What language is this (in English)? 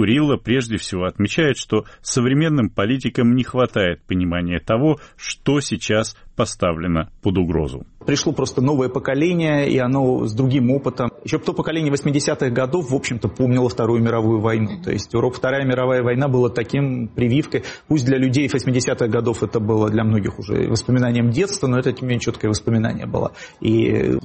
Russian